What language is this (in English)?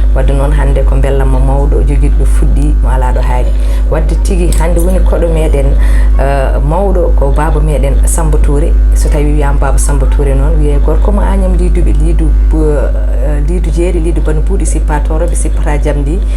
Fula